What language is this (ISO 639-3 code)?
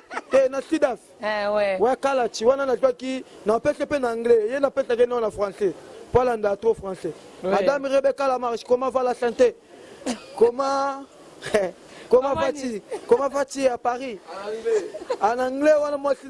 lin